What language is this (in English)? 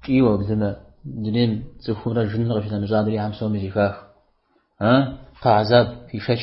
Kabardian